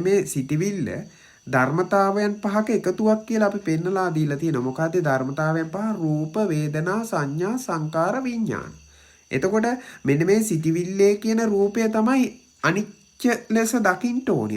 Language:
Sinhala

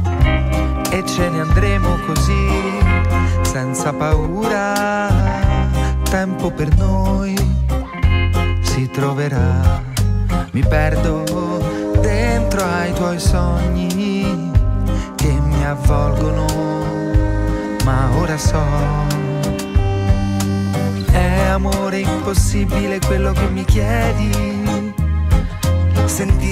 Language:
Italian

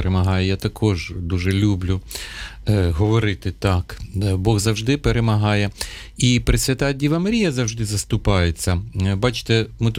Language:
Ukrainian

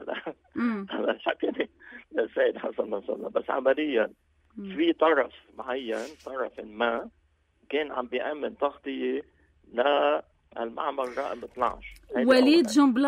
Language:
North Levantine Arabic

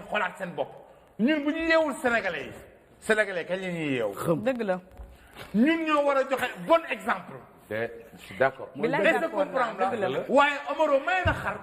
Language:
Wolof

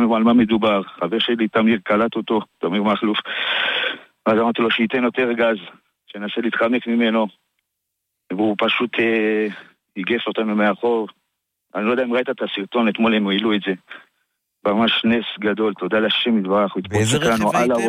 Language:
Hebrew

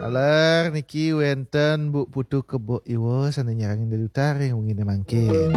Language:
Balinese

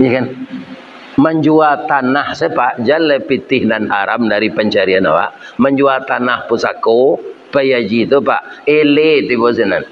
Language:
Minangkabau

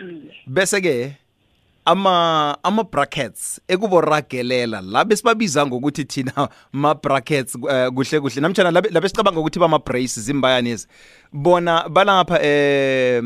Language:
South Ndebele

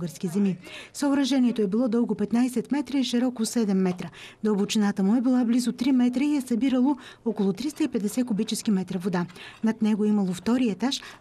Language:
Bulgarian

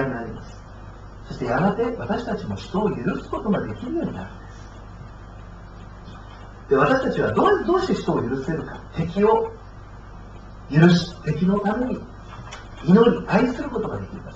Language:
Japanese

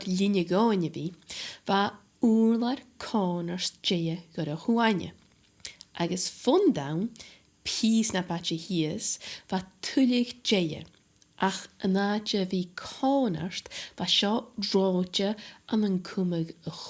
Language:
Scottish Gaelic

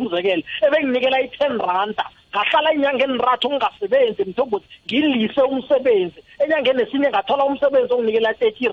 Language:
South Ndebele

